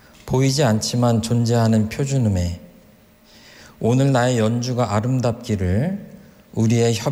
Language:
Korean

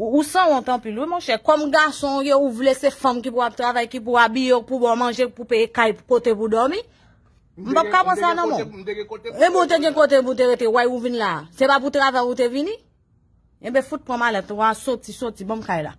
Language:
Haitian Creole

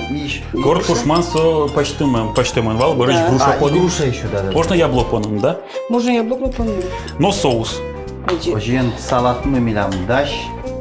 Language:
Udmurt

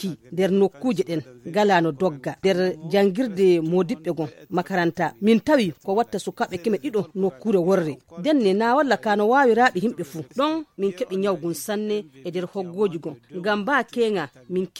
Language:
Nigerian Fulfulde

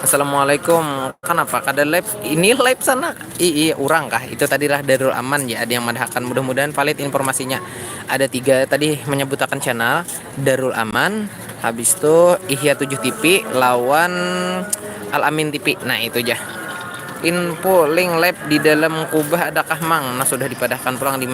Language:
Banjar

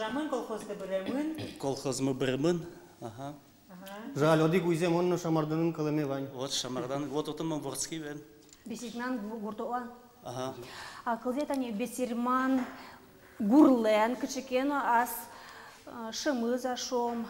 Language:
Udmurt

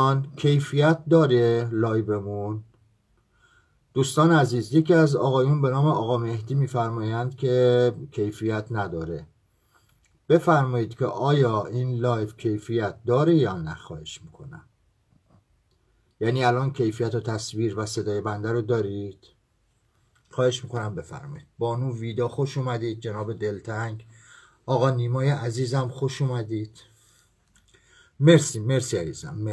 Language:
Persian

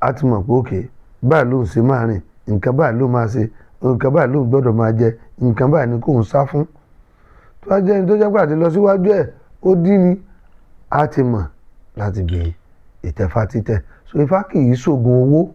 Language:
Yoruba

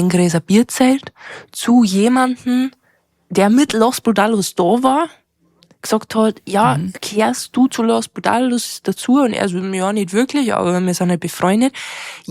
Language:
Bavarian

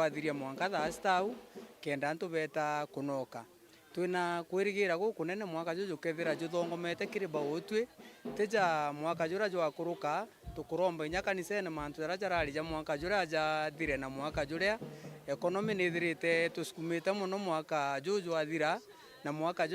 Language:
Meru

